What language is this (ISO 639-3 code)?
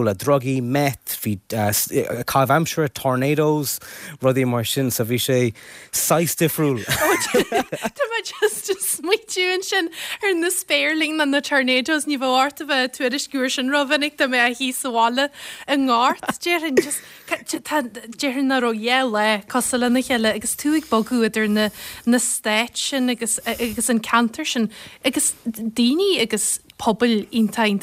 gle